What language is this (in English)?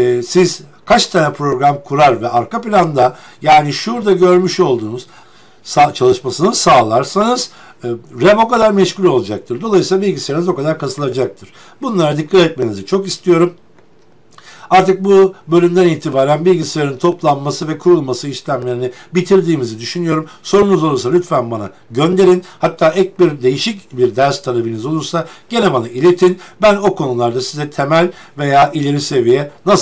Turkish